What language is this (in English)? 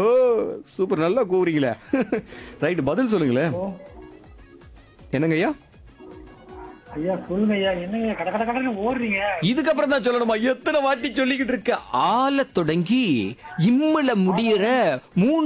Tamil